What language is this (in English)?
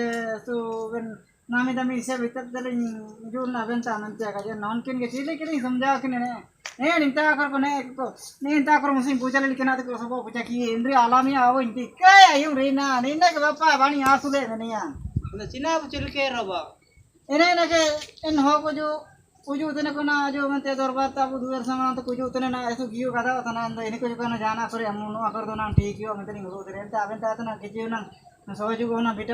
Ho